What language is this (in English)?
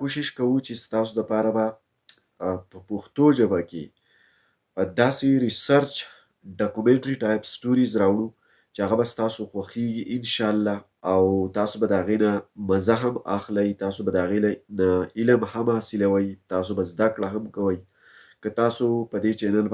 Pashto